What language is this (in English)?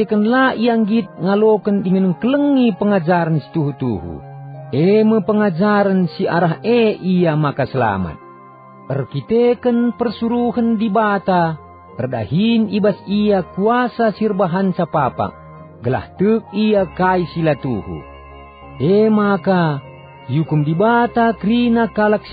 Batak Karo